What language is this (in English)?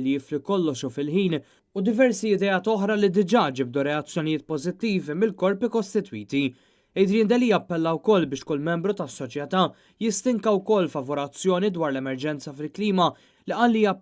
Maltese